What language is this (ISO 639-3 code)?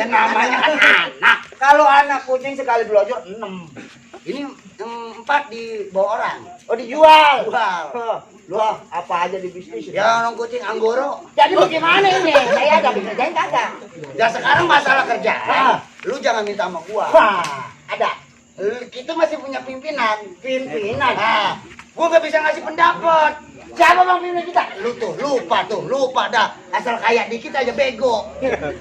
bew